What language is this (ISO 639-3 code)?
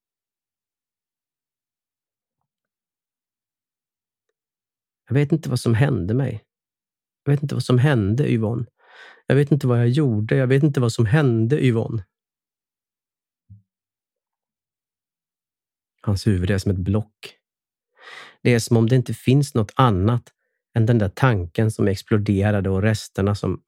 swe